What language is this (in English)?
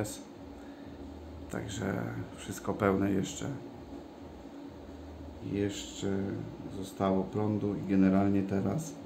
Polish